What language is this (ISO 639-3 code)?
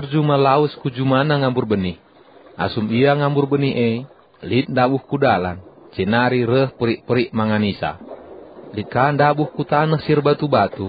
btx